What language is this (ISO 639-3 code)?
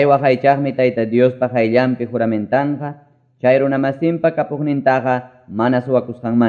que